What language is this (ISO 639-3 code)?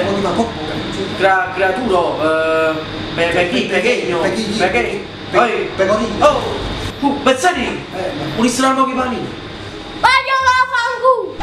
nap